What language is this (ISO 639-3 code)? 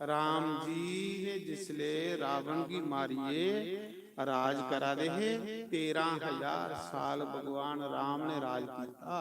doi